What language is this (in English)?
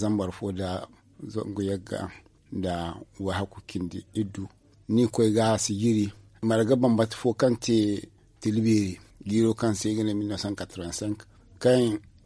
Zarma